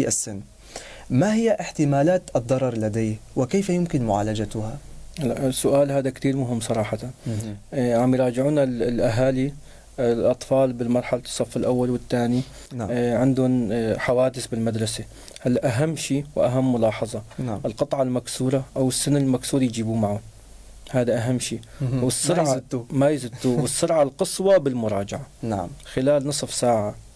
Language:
North Levantine Arabic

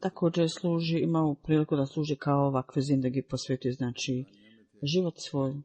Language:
Bosnian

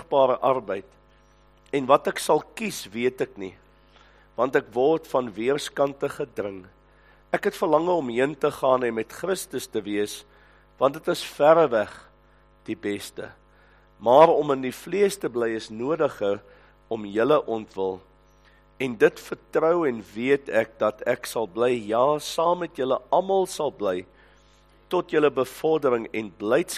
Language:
Afrikaans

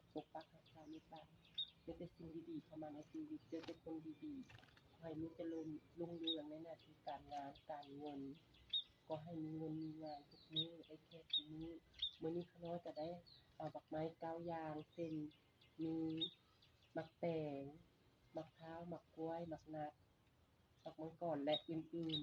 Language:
Lao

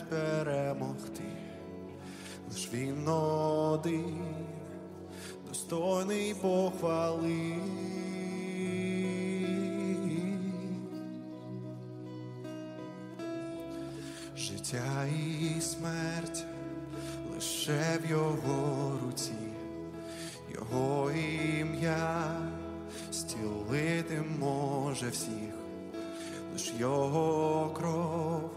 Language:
Ukrainian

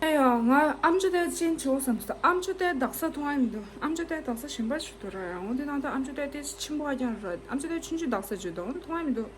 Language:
Tibetan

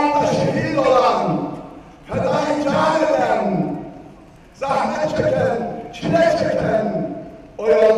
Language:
Turkish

